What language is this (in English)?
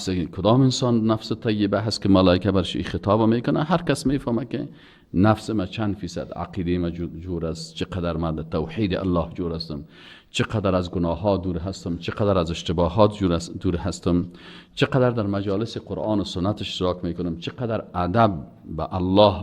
Persian